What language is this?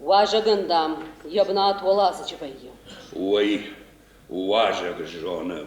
Ossetic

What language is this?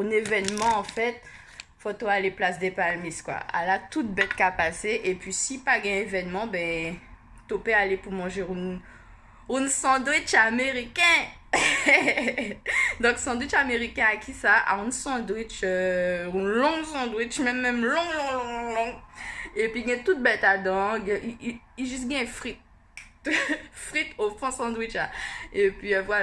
Guianese Creole French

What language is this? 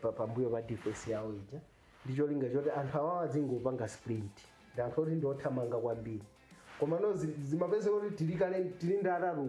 Nyanja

